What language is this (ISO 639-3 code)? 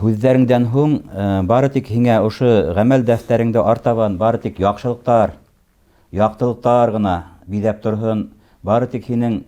bak